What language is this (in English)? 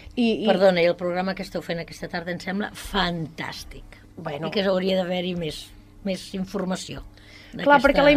Catalan